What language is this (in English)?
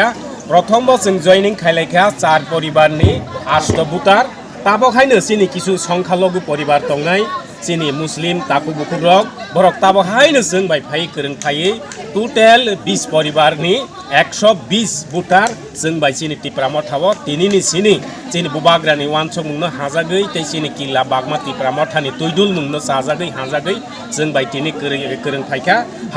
Kok Borok